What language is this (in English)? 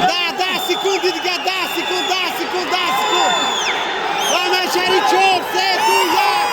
Tajik